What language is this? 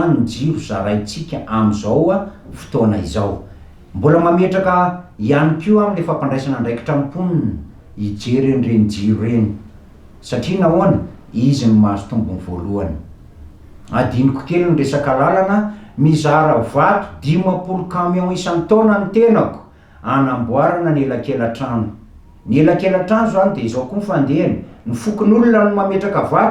Malagasy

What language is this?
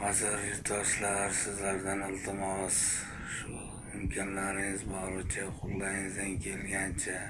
Uzbek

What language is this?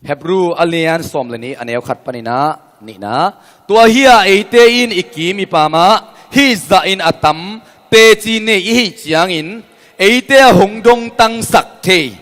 Tedim Chin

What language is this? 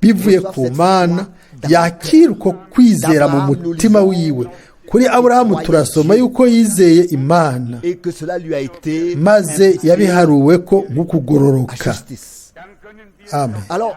Rundi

